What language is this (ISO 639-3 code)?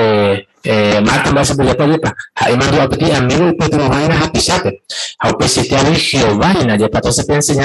grn